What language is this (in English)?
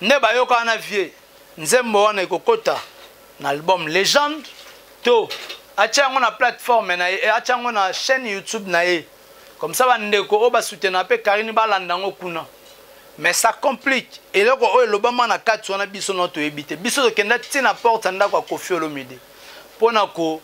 Lingala